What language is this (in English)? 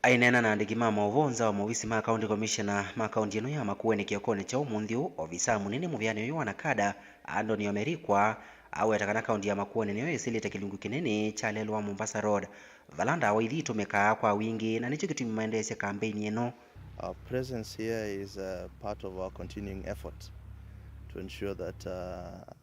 Kamba